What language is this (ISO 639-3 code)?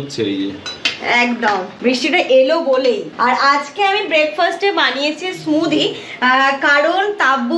ben